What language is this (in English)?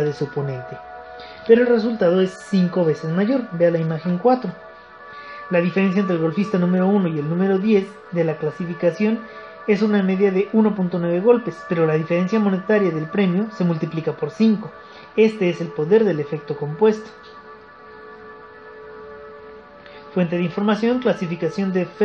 Spanish